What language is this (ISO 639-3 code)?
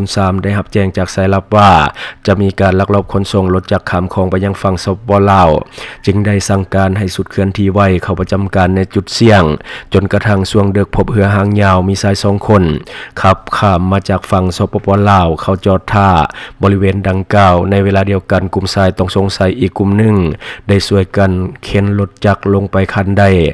lao